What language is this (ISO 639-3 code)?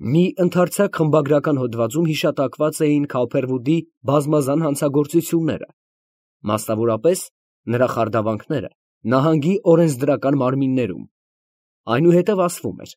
hye